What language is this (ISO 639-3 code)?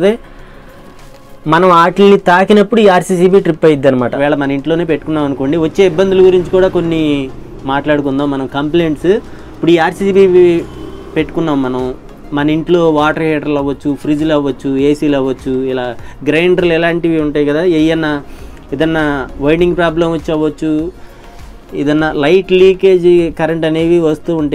tel